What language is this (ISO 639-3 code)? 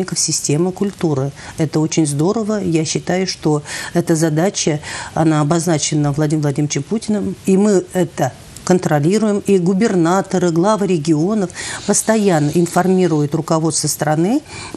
rus